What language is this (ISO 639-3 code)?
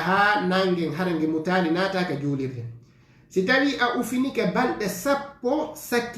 ful